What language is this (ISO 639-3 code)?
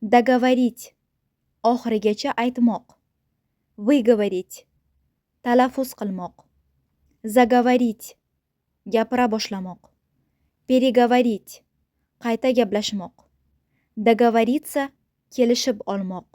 uzb